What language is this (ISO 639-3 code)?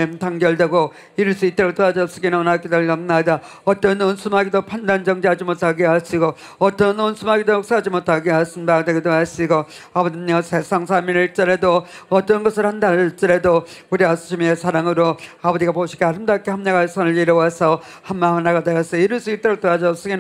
kor